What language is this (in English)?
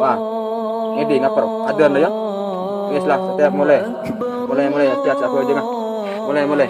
Madurese